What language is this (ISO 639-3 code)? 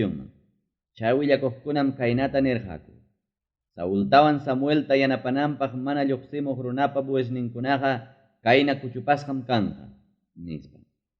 quy